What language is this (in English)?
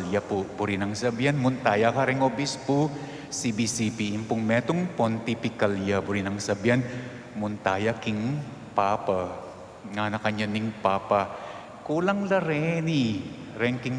Pampanga